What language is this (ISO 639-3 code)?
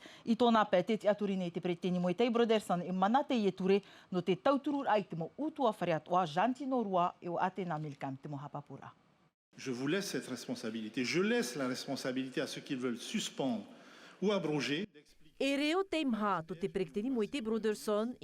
tah